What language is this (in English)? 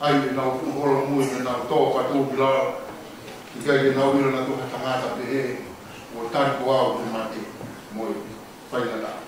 Tongan